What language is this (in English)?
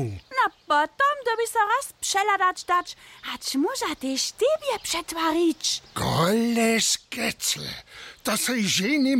Upper Sorbian